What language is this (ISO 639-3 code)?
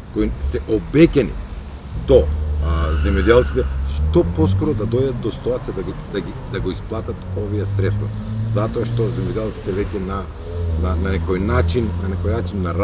mkd